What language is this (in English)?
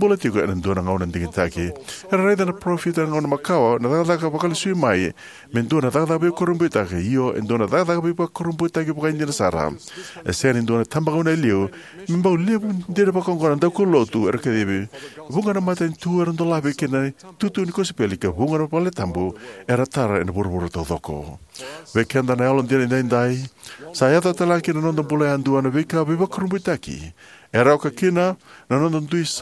Fijian